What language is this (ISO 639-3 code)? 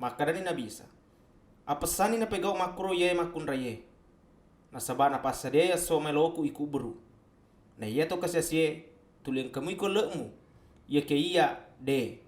bug